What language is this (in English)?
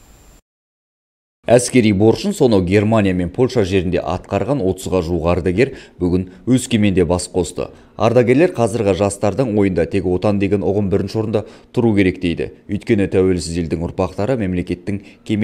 Kazakh